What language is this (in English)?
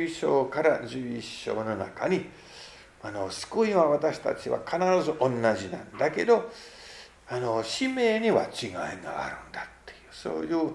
Japanese